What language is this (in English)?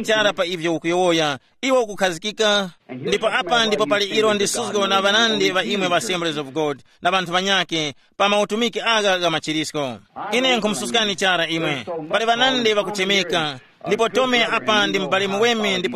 Tumbuka